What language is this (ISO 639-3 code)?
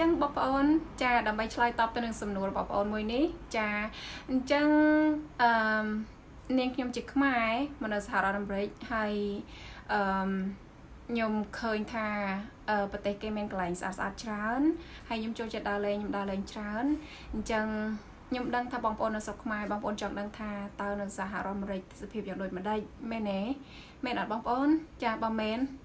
khm